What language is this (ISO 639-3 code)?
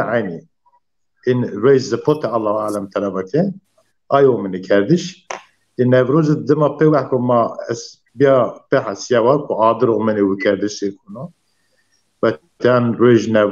zza